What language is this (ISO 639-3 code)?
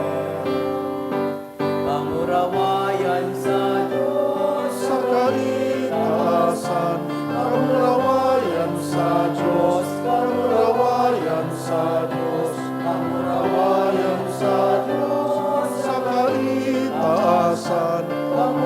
bik